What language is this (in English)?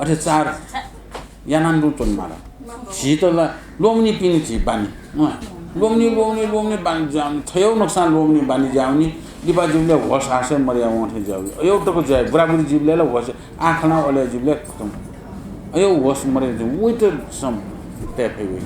Newari